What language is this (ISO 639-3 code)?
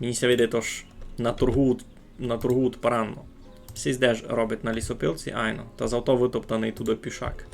rue